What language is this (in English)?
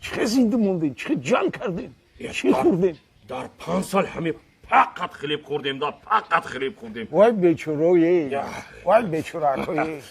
Tajik